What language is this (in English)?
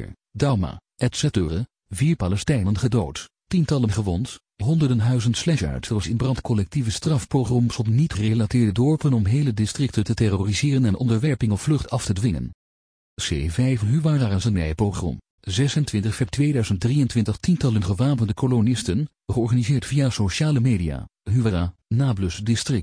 Dutch